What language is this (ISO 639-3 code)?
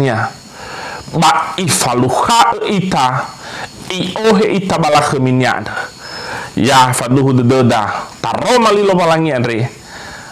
nia